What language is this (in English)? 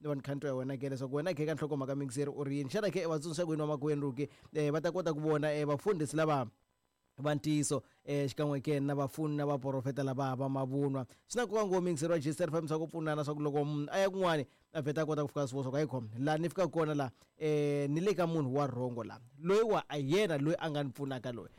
Tsonga